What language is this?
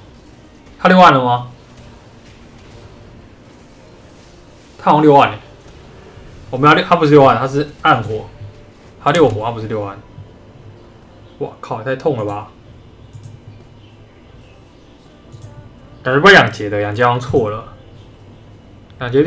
Chinese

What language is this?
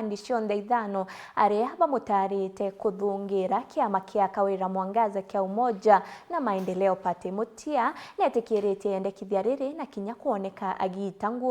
Meru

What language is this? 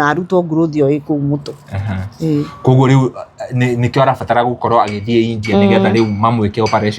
Kikuyu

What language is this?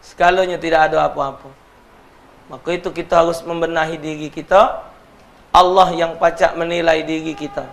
Musi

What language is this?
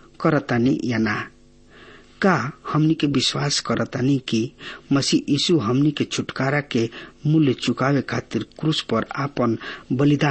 Bhojpuri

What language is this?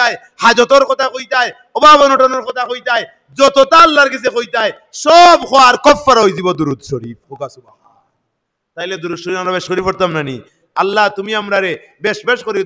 Sylheti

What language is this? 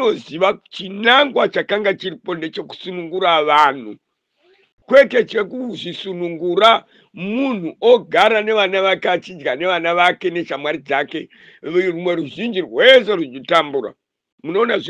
Shona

